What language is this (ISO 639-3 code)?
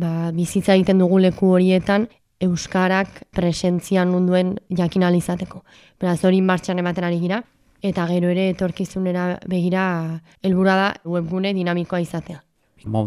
eus